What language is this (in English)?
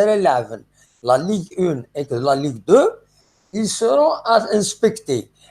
Kabyle